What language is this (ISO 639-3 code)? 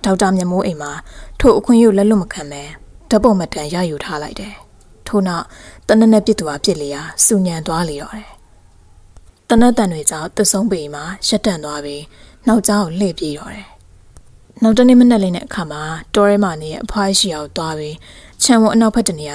mya